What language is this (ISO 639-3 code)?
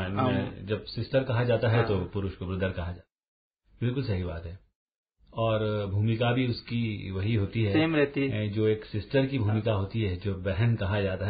hin